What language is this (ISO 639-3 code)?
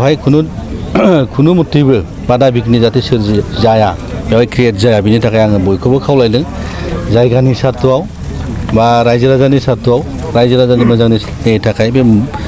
brx